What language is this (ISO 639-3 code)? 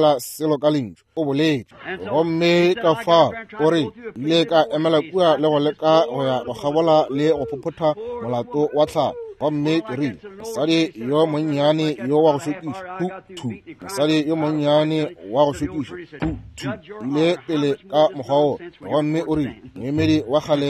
nso